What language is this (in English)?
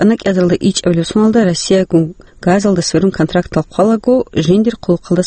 Avaric